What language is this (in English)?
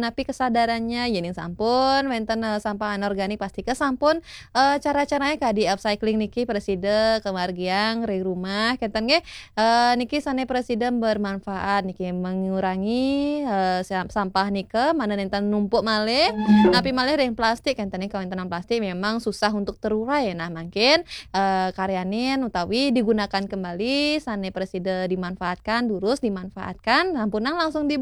Balinese